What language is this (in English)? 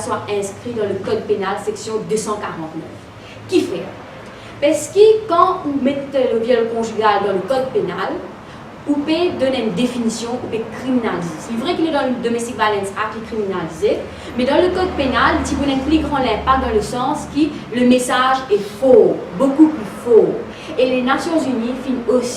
Morisyen